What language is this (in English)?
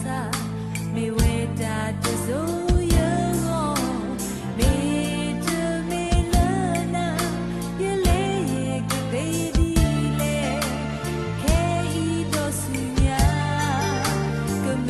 S'gaw Karen